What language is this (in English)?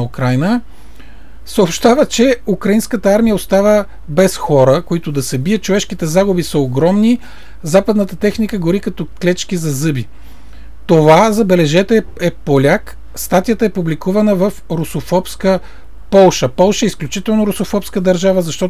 Bulgarian